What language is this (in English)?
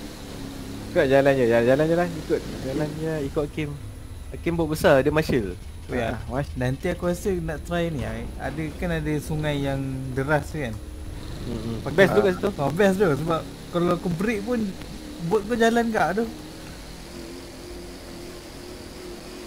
Malay